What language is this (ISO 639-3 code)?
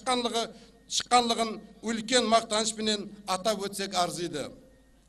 kaa